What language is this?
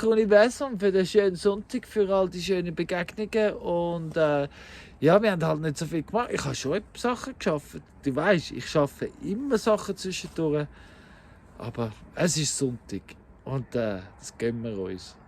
Swiss German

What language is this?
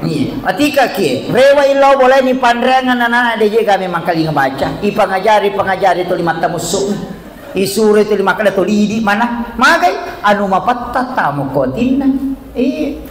Buginese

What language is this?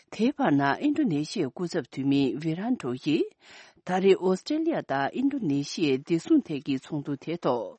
Tibetan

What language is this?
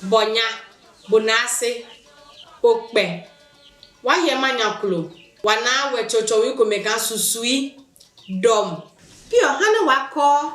Adangme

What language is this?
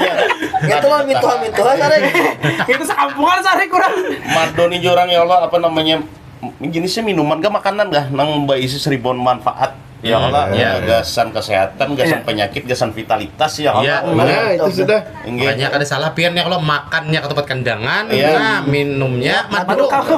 Banjar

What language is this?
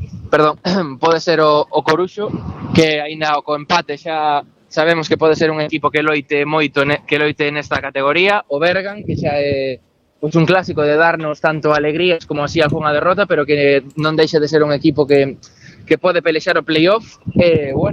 Galician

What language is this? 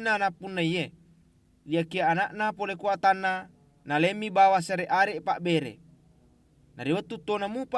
Buginese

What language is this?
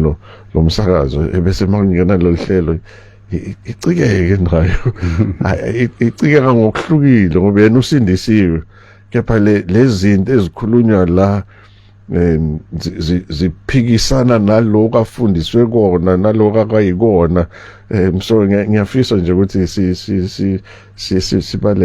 Zulu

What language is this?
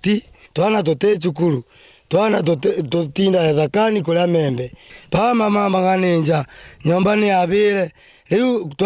Meru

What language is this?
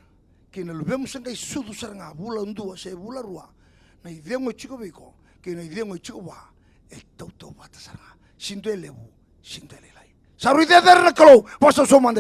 Fijian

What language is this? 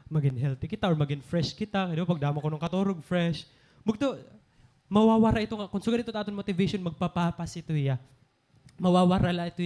Waray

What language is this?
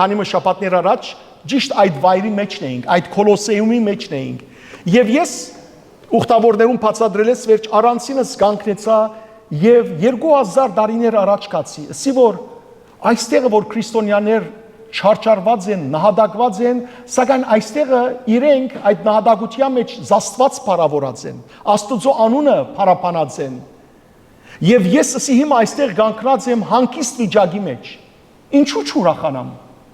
Western Armenian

